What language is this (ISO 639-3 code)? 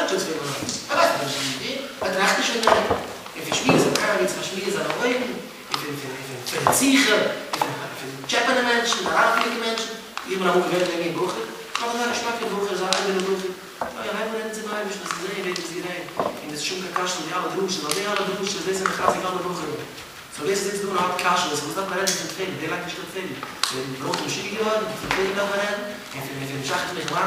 yid